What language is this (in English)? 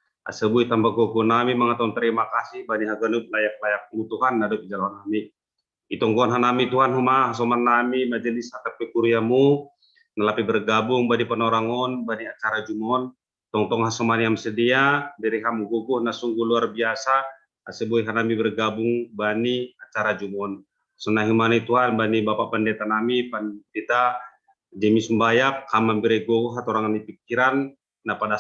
Batak Simalungun